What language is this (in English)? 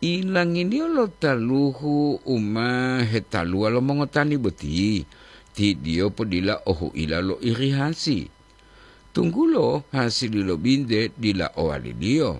Gorontalo